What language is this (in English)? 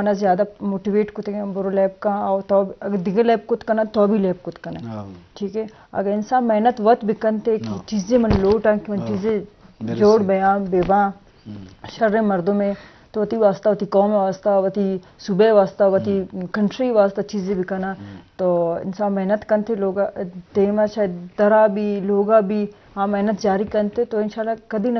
Eastern Balochi